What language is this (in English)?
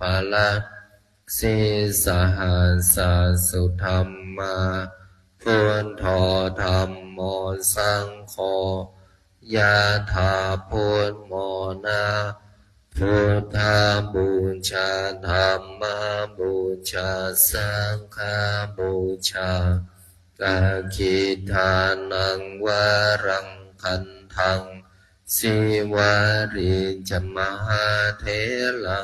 Pali